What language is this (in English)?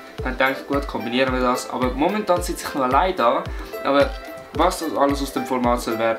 Swiss German